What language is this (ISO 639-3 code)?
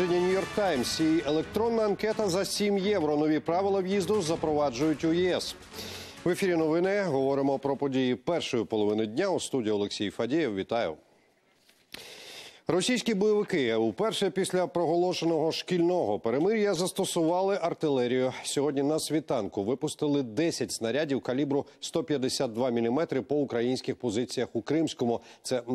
ukr